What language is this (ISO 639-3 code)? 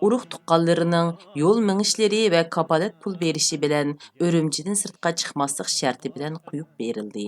uig